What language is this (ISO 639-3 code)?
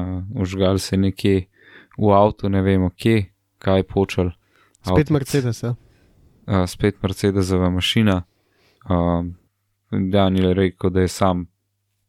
slv